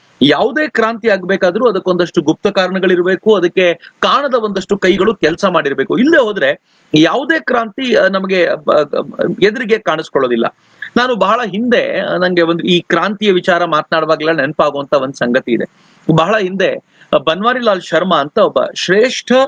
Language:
Kannada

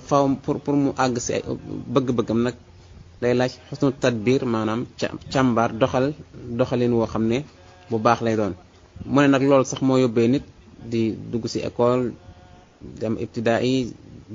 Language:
Wolof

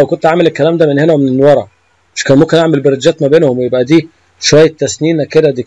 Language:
Egyptian Arabic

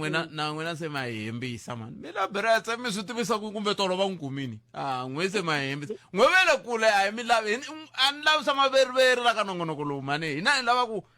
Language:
Tsonga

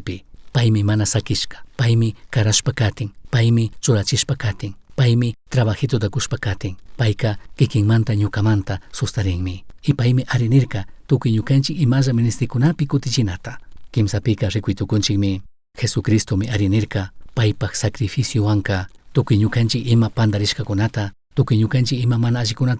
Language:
Chimborazo Highland Quichua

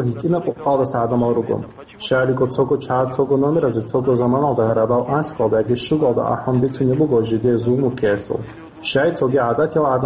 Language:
Avaric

